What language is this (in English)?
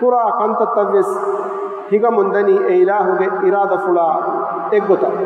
Divehi